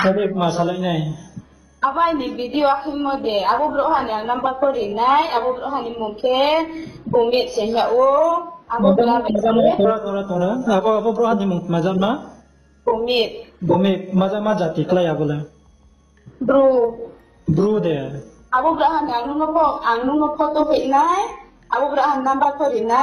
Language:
Riang (India)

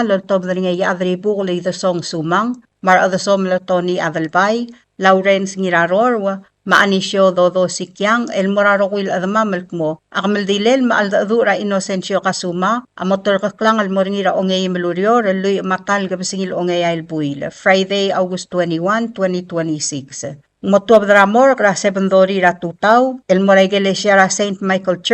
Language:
Palauan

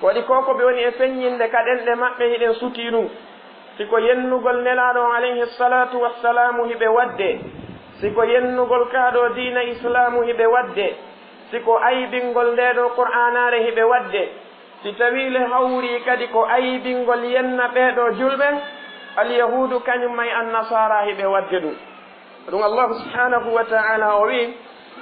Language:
Fula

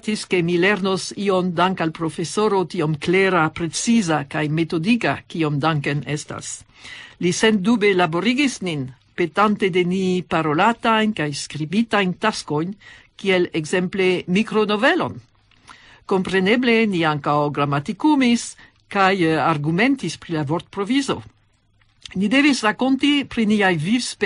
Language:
Esperanto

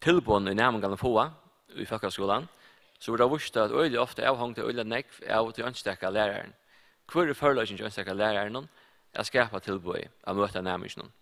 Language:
Faroese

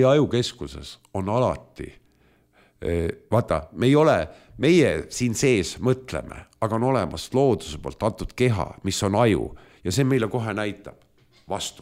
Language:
Estonian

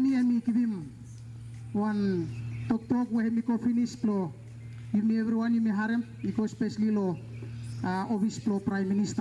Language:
Bislama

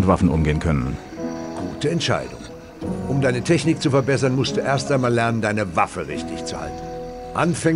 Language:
Bavarian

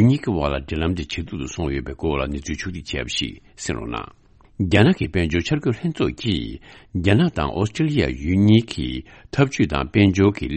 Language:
Tibetan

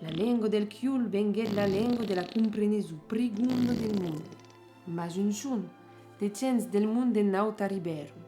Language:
Occitan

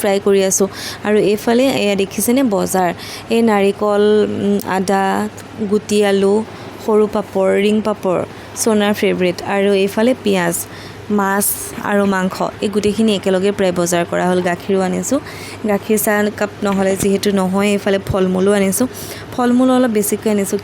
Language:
Assamese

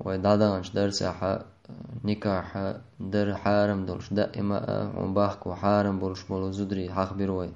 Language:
Chechen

